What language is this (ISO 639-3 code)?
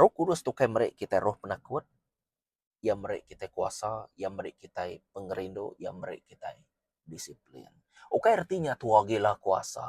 iba